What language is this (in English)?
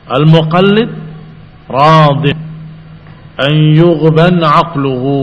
Indonesian